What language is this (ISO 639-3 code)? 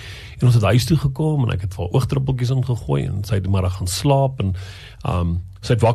afr